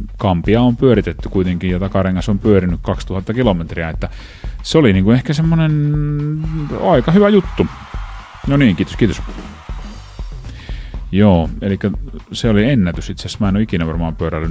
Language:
Finnish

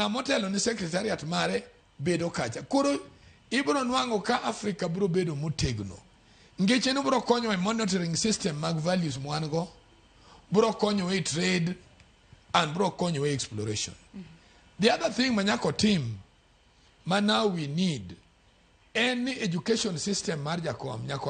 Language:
Luo (Kenya and Tanzania)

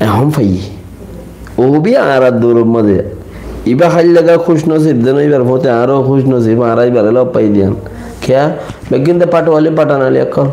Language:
Rohingya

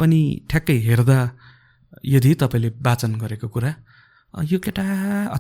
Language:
Nepali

